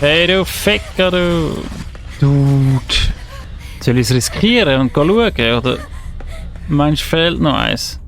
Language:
Swiss German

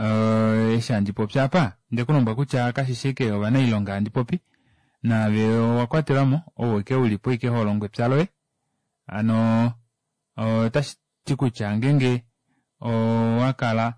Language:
Kuanyama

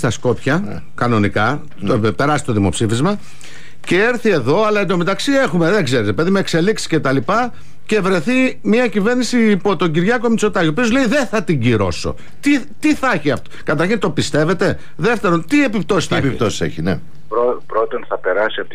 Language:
Greek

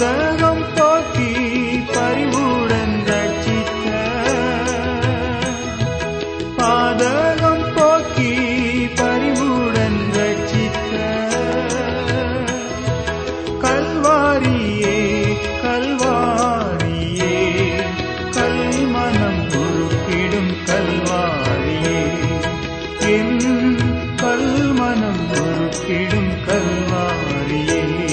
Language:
Tamil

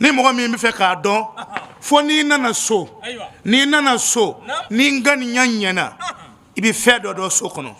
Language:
Bambara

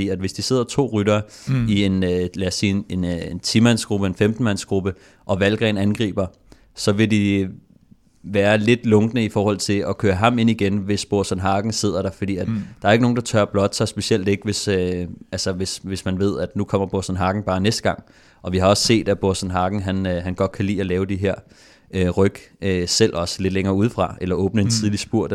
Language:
Danish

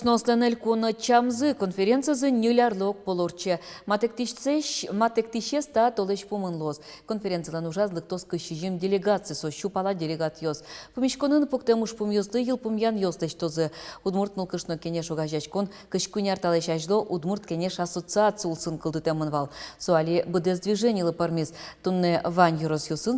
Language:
Udmurt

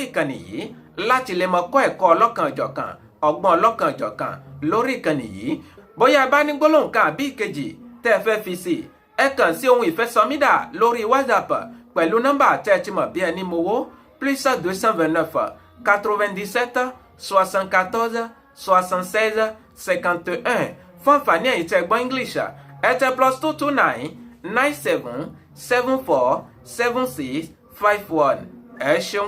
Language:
Yoruba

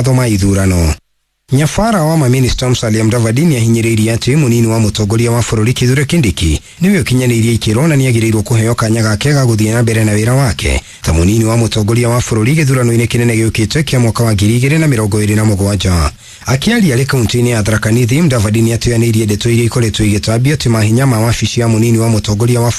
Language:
Kikuyu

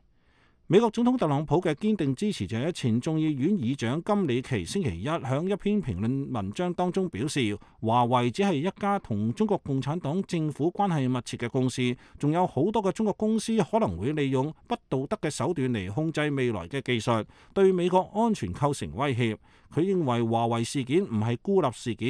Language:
Cantonese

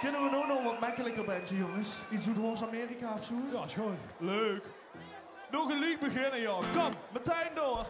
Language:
Limburgish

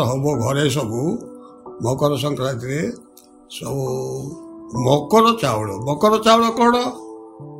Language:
Odia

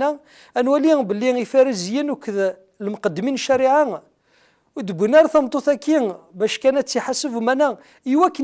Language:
Kabyle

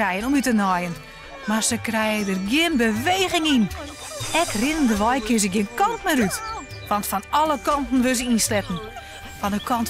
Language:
Western Frisian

